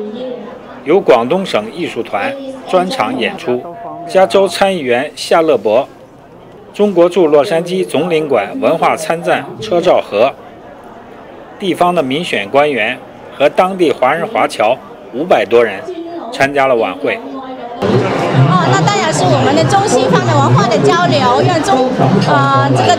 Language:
Chinese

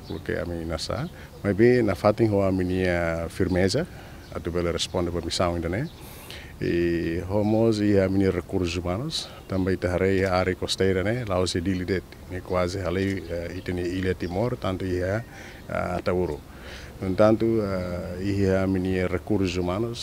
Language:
Tetum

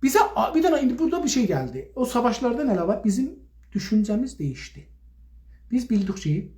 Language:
South Azerbaijani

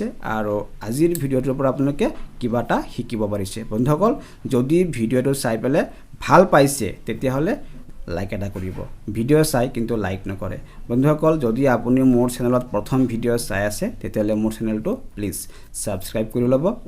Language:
Assamese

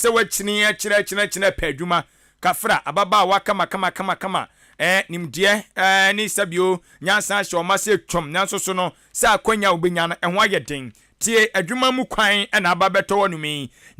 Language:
Akan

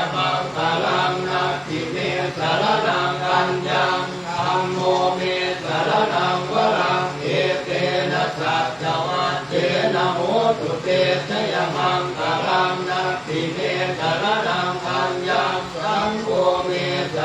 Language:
Pali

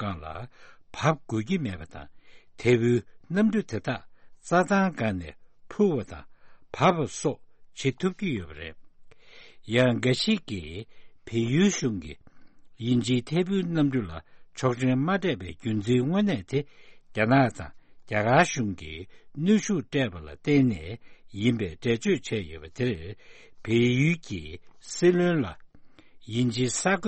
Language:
Tibetan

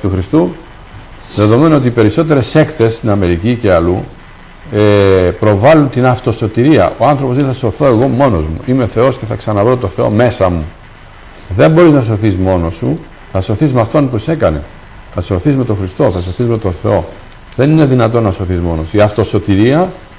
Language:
Greek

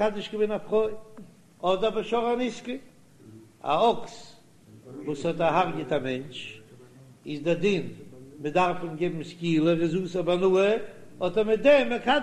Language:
Yiddish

